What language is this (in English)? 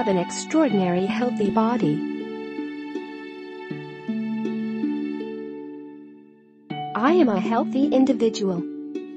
English